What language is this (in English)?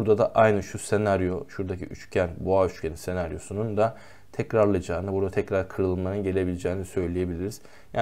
Turkish